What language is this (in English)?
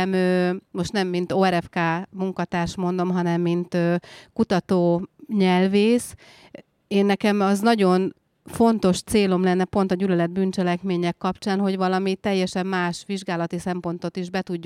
Hungarian